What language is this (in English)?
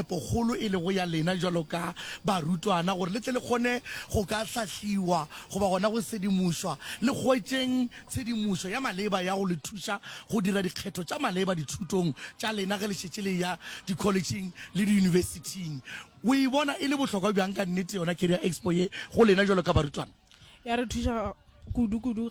Northern Sotho